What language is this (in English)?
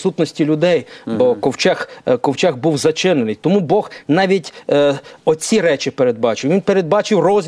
Ukrainian